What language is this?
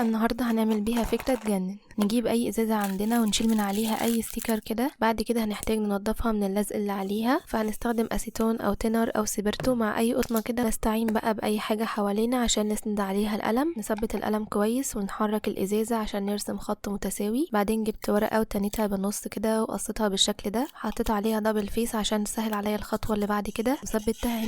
Egyptian Arabic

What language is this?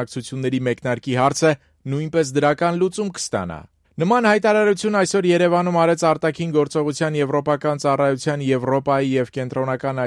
Armenian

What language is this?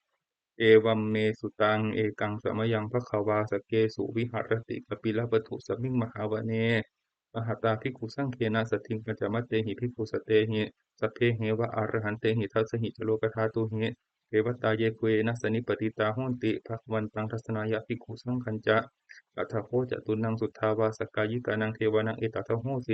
Pali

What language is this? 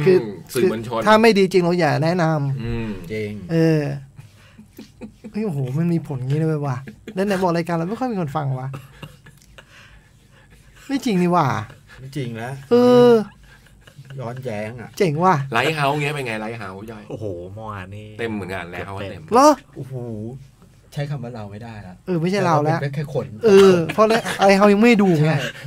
Thai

